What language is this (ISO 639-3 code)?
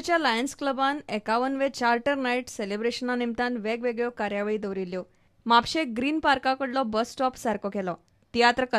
kok